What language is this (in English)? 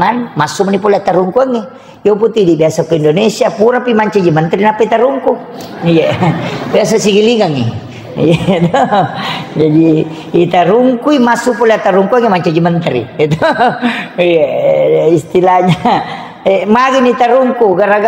Buginese